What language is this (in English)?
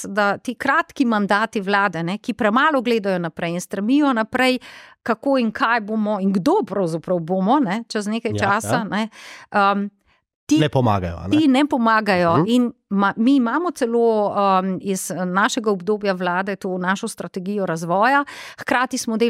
Slovenian